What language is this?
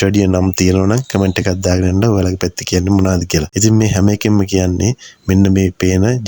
Sinhala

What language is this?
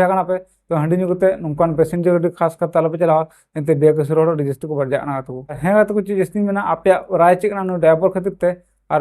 Santali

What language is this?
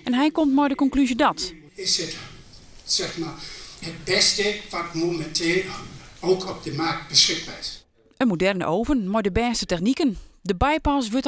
Western Frisian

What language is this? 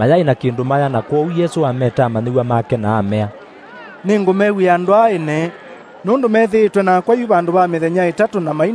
Kamba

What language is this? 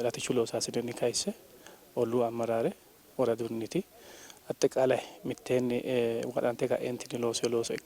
Sidamo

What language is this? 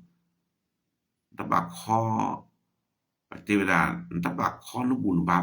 S'gaw Karen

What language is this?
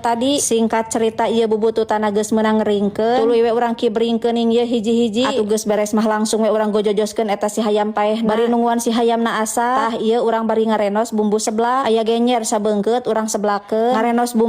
Sundanese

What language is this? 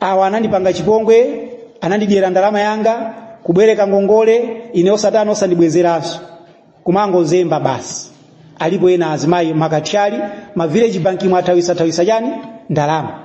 Nyanja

